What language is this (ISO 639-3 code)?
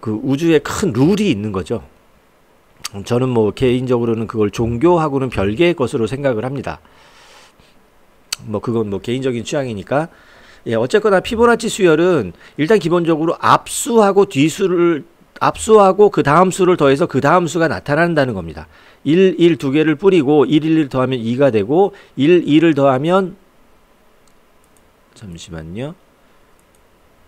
kor